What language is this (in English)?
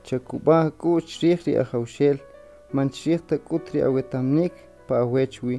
Kʼicheʼ